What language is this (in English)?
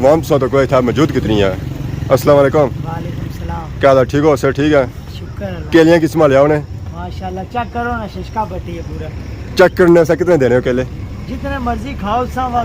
Pahari-Potwari